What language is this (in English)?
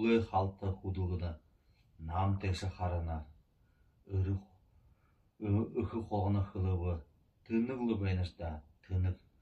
Buriat